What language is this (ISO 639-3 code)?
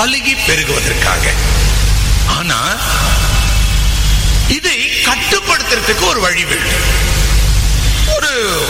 tam